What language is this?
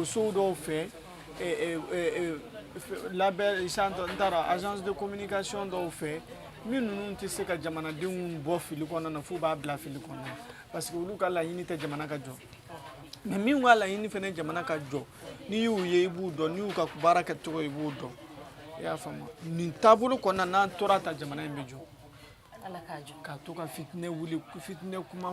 Bambara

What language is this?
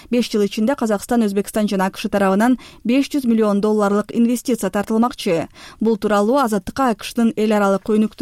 Kyrgyz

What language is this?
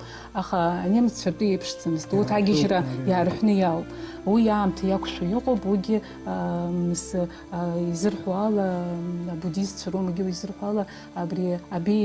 Abkhazian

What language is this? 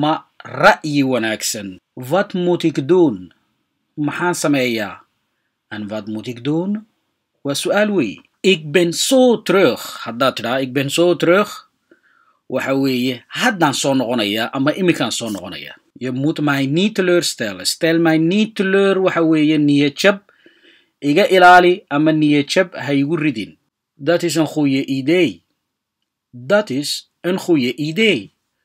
Somali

